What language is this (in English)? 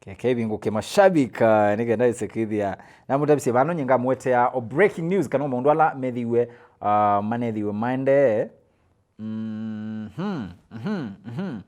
Kamba